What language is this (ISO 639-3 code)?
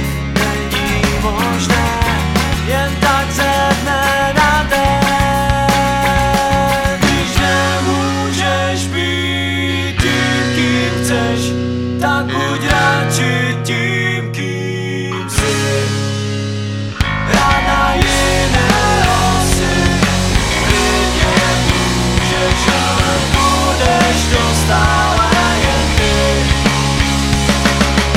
ces